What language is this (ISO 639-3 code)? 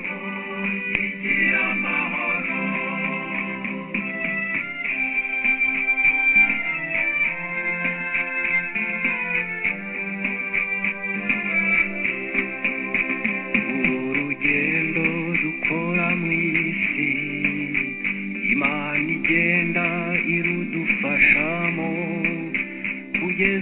kin